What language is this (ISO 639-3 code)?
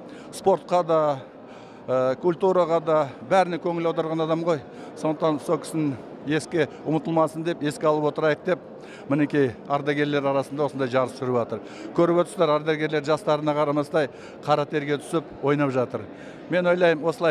kaz